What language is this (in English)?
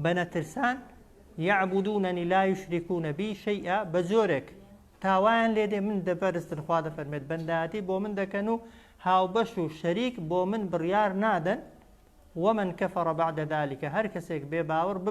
Central Kurdish